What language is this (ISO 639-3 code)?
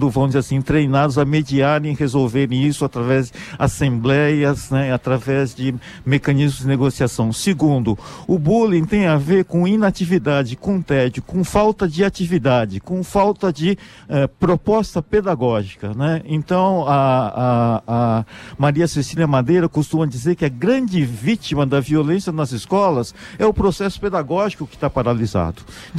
por